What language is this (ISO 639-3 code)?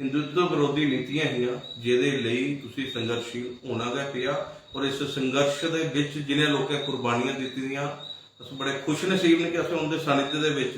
doi